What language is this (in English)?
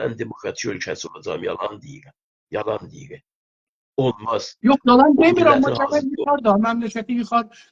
South Azerbaijani